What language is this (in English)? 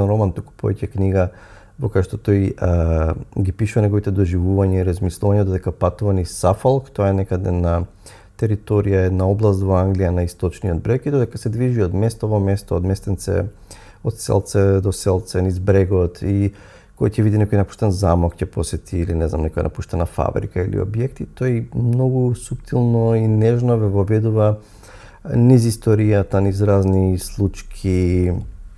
Macedonian